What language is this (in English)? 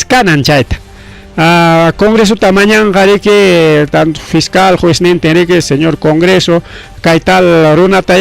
Ayacucho Quechua